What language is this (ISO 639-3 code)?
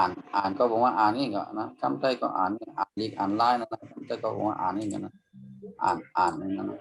shn